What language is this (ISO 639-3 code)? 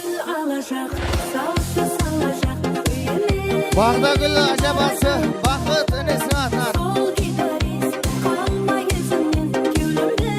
kaa